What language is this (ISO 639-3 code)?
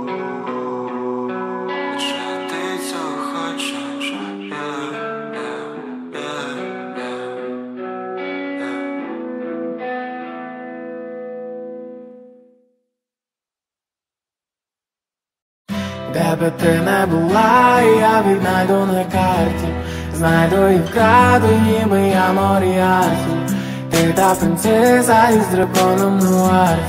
ukr